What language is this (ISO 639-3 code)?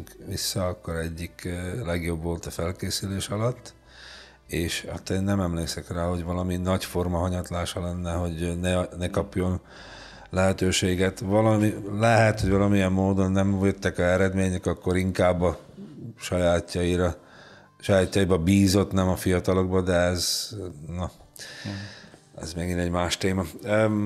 hun